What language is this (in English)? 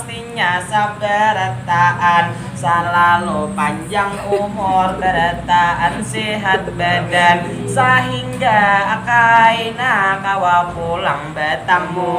Banjar